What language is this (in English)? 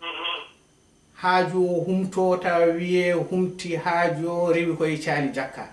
Fula